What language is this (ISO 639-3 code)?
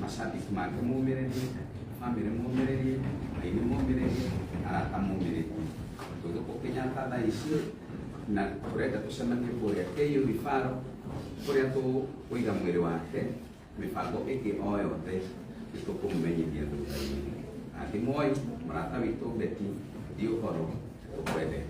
kik